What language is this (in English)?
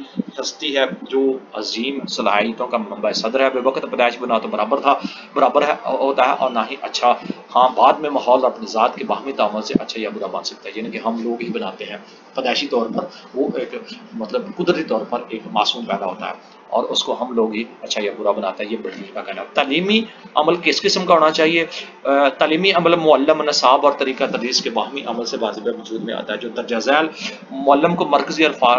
Urdu